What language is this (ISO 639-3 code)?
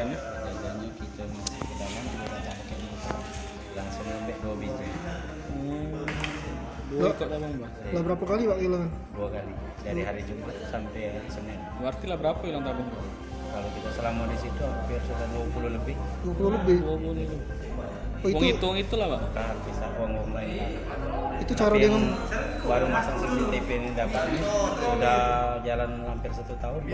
mui